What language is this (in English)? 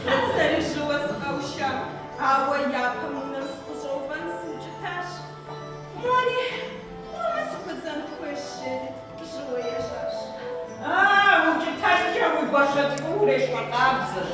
Kabardian